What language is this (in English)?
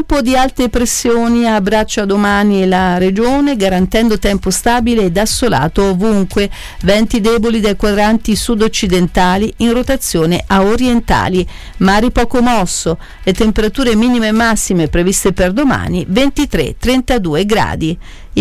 Italian